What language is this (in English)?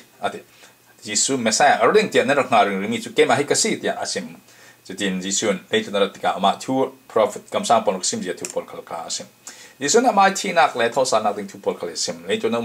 Falam Chin